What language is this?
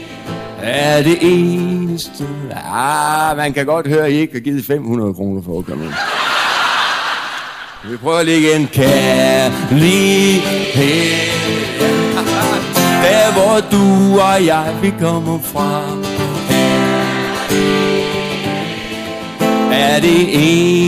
Danish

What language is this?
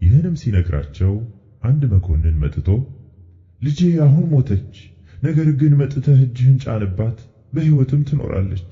Amharic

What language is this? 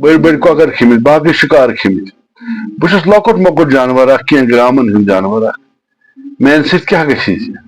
Kashmiri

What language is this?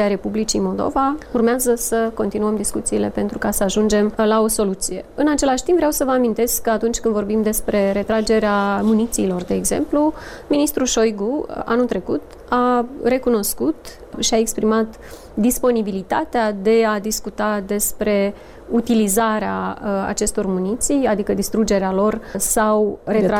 Romanian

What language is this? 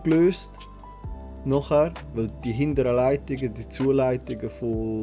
Swiss German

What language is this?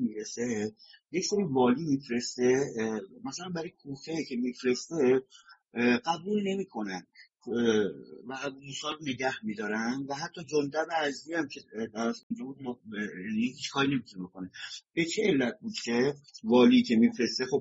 Persian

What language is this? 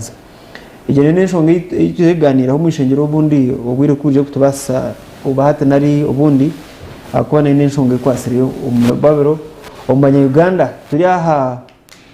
Nyankole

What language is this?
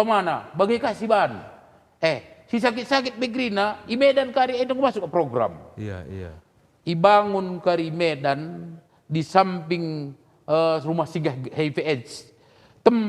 Batak Karo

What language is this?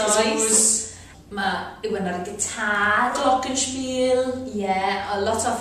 Welsh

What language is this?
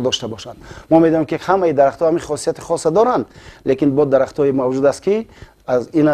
Tajik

